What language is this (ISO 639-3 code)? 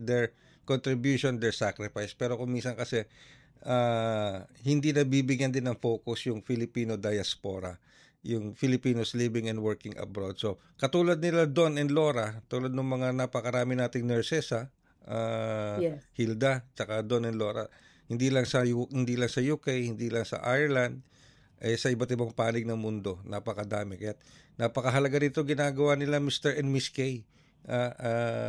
fil